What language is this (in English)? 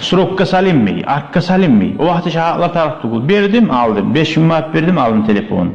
Kumyk